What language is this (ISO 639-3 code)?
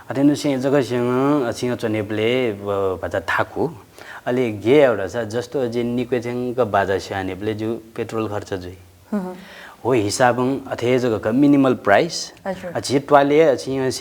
new